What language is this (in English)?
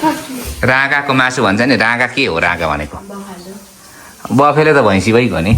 Nepali